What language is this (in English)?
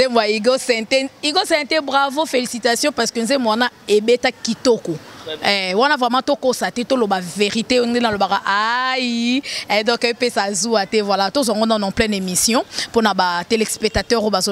Lingala